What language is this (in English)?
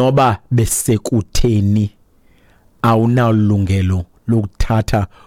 Xhosa